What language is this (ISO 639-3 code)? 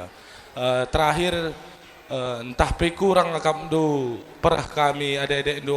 btx